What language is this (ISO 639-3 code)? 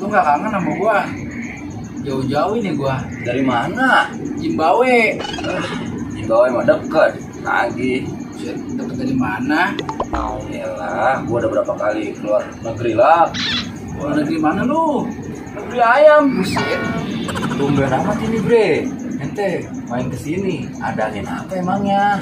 bew